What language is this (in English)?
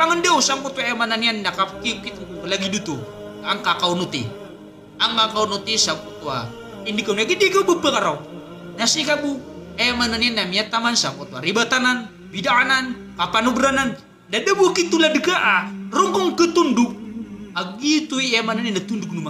Maranao